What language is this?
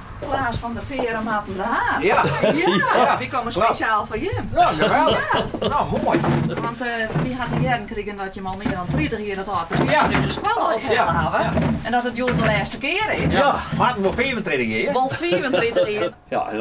Western Frisian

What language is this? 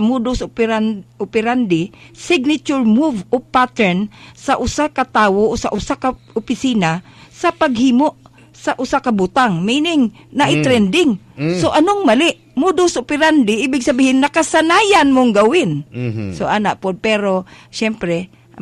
Cebuano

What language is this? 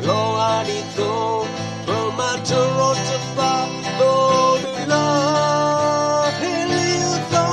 S'gaw Karen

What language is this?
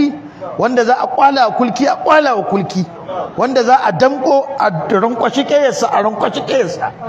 Hausa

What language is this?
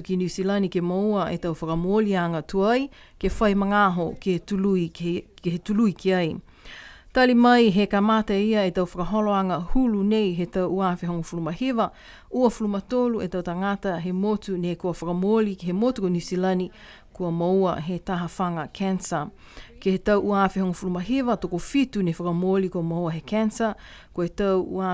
Niuean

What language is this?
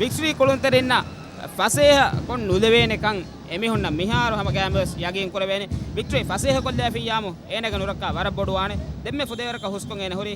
Divehi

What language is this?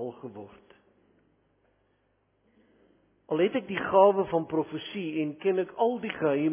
Afrikaans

